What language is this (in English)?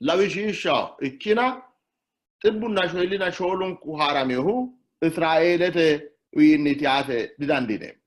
Sidamo